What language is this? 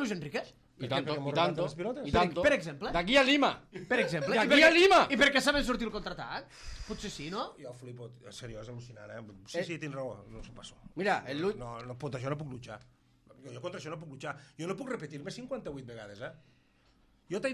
Catalan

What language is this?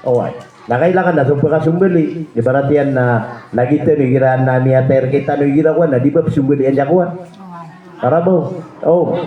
Maranao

